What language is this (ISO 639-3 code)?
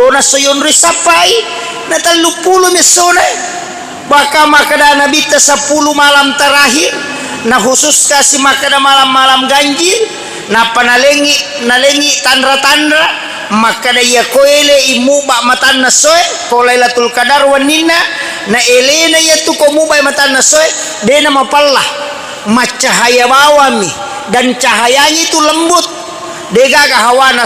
bug